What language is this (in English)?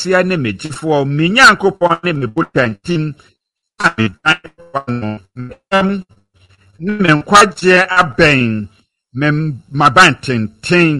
Akan